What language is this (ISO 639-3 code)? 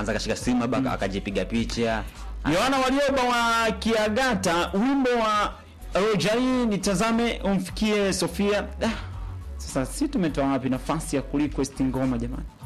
swa